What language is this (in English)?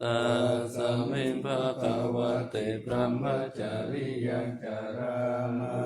Pali